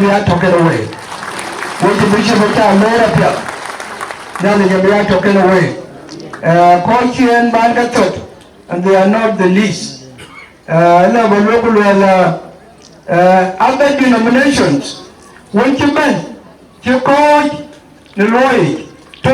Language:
Dinka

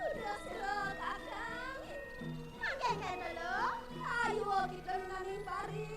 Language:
Balinese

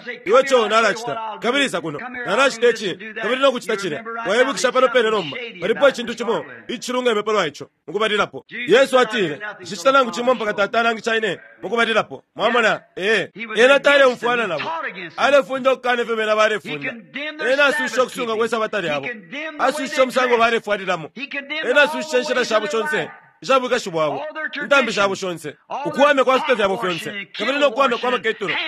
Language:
Bemba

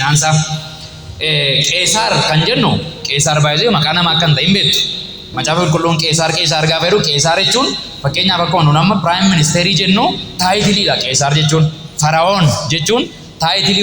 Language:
Oromo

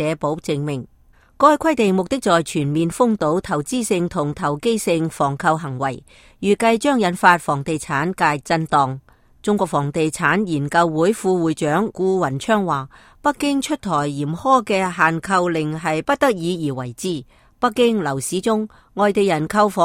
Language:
Cantonese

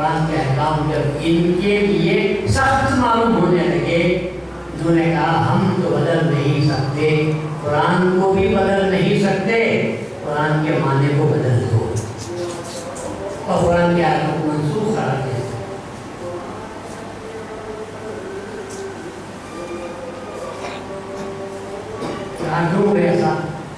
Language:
Urdu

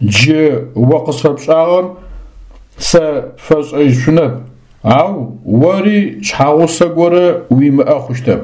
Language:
Adyghe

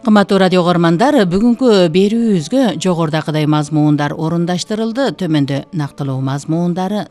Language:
Kyrgyz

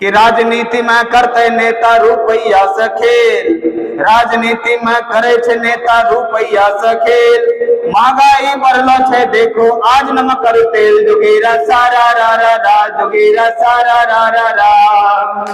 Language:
Angika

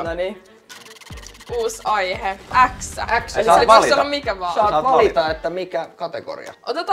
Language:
Finnish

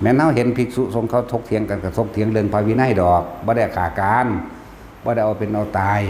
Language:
Northeastern Thai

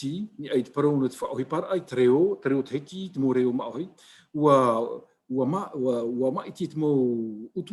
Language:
Tahitian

